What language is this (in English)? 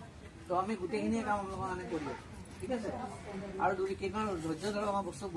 Assamese